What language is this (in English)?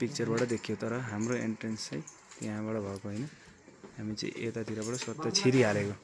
Nepali